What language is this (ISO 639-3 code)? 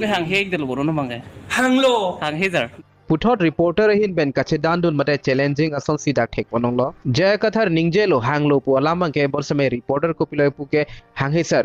mjw